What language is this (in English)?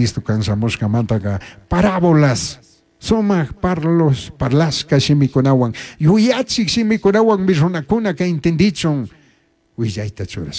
Chimborazo Highland Quichua